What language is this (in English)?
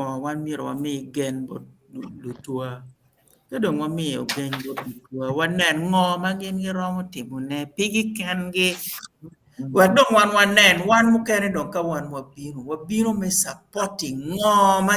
Acoli